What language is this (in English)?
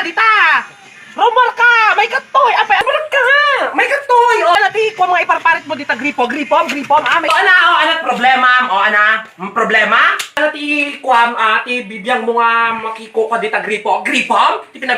Iloko